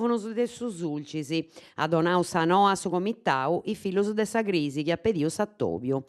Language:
Sardinian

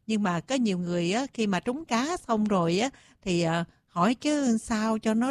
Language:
Vietnamese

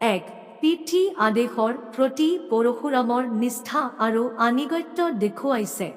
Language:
Assamese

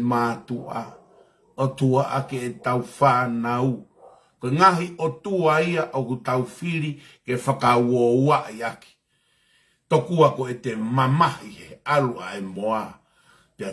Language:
Tongan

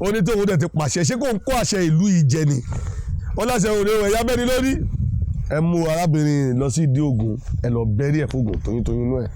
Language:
Yoruba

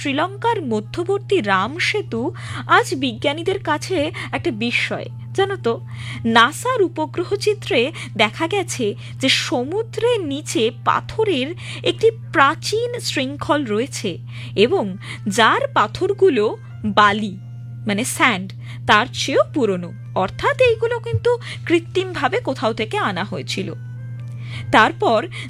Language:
Bangla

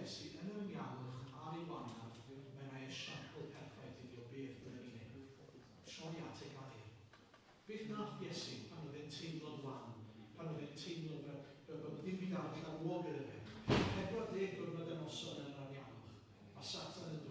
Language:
Welsh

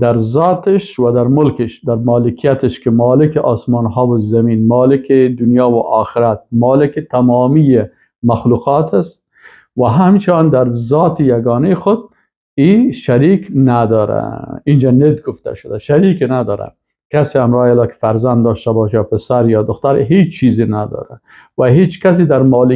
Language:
Persian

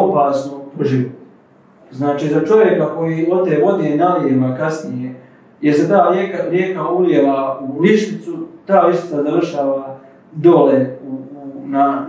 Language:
Croatian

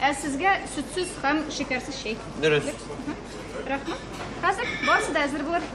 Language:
Tatar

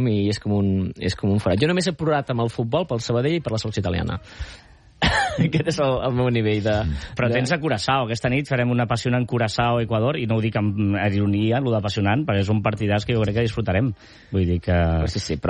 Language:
Catalan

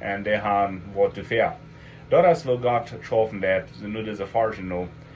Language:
Plautdietsch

